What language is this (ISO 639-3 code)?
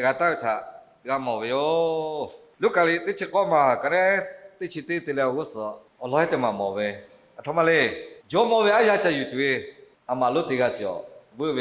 lhu